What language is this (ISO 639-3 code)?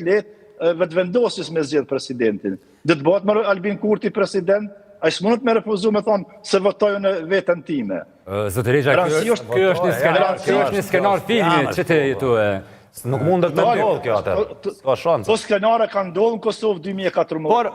sqi